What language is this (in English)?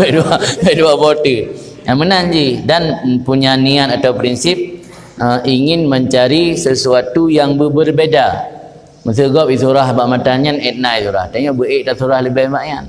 Achinese